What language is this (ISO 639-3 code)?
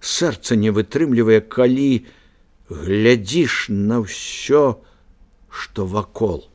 bel